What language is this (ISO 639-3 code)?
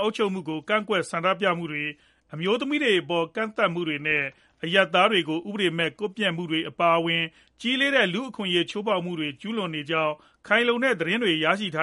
mya